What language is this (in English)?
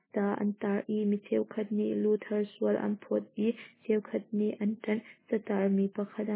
Hakha Chin